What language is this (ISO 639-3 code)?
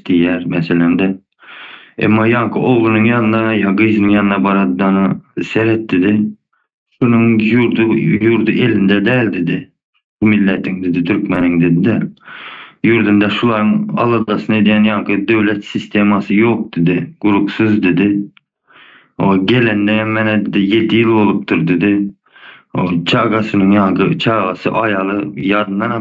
tuk